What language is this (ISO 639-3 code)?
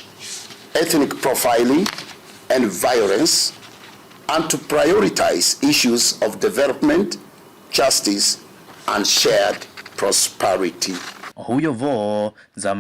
kam